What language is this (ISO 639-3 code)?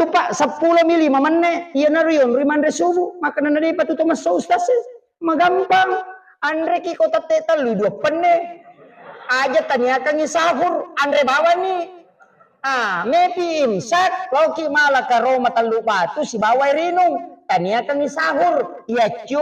bug